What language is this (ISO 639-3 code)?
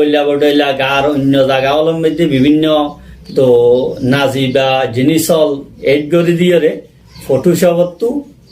rhg